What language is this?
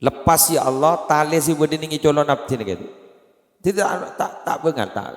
Madurese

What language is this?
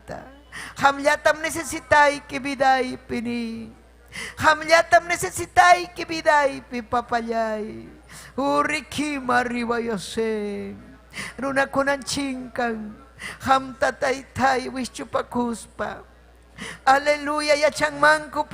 Ayacucho Quechua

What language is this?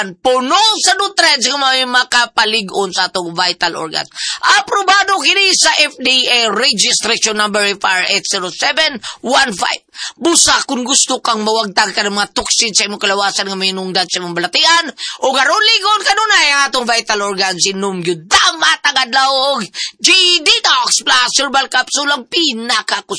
Cebuano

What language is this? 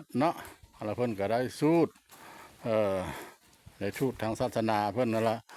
Lao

